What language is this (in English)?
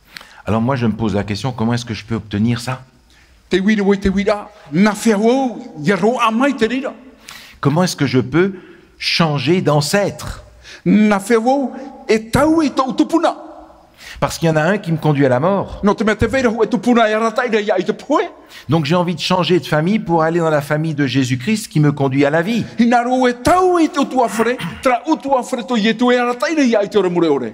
Tahitian